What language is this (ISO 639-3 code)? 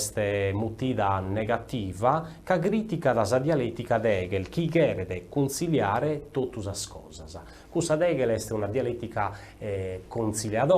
srd